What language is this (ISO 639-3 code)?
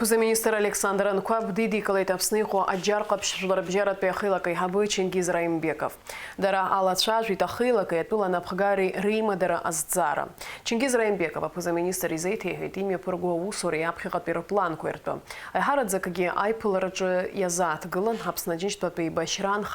abk